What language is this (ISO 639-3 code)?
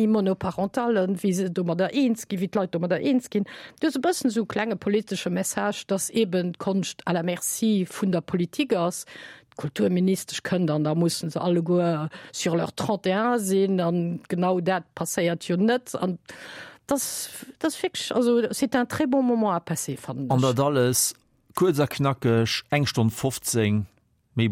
ltz